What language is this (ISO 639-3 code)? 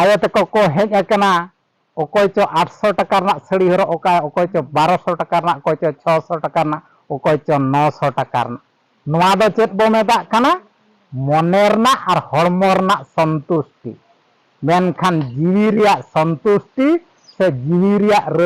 sat